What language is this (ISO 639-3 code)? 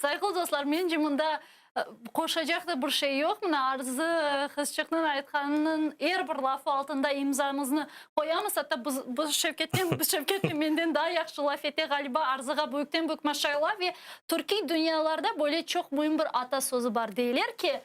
crh